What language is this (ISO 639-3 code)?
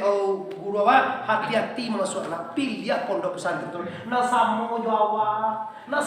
min